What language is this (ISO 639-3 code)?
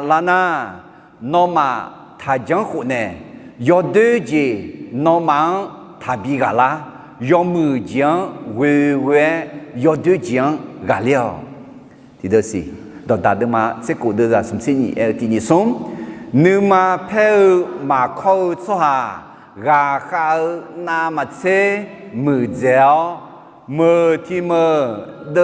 ahk